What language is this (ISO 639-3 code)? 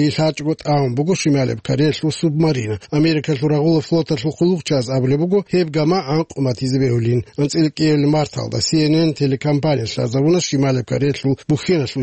ava